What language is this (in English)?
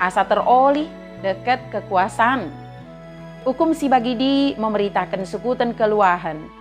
Batak Dairi